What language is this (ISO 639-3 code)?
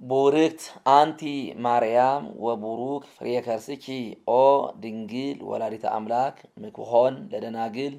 gez